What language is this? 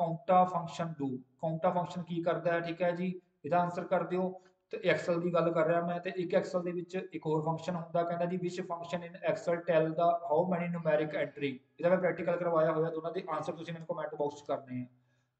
Punjabi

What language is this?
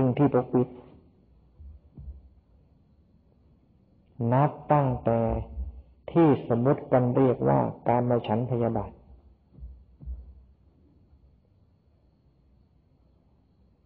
Thai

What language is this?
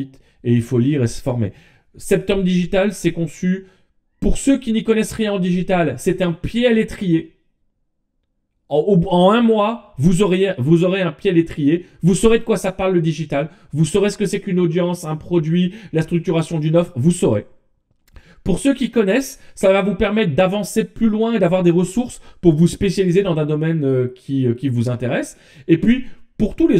French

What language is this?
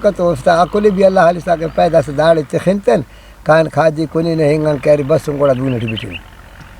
Brahui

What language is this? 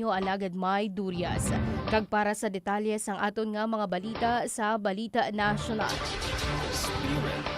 Hiligaynon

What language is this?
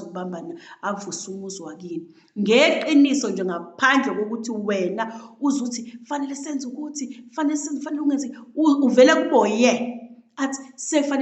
Zulu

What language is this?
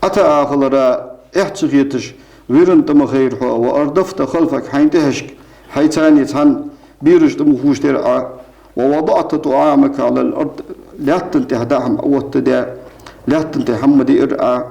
Ingush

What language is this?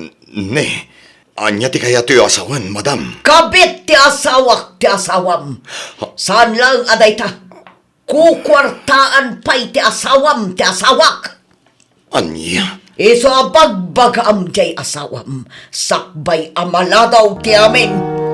Iloko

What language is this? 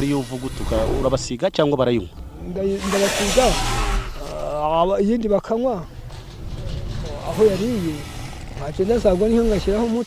Kinyarwanda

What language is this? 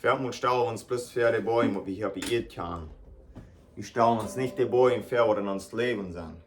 Plautdietsch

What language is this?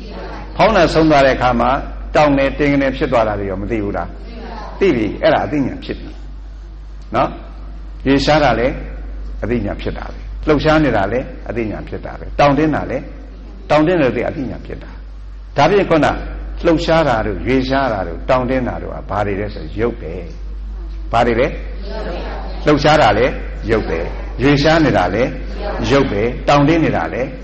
Burmese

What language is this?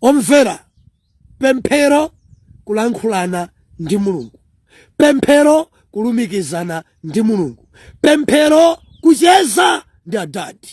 Nyanja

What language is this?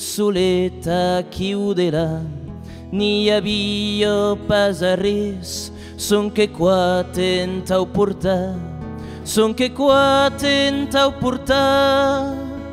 Occitan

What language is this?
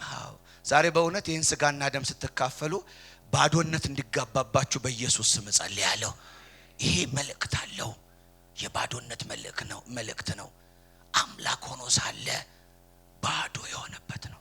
Amharic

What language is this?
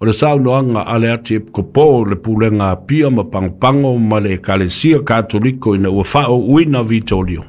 Samoan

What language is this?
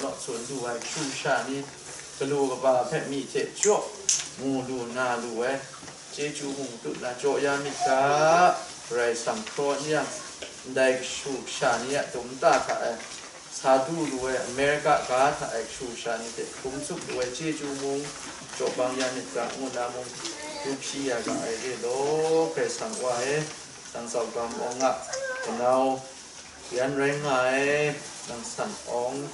Kachin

